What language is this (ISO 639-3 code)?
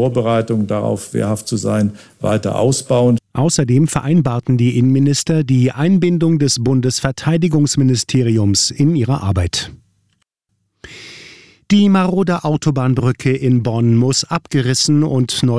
deu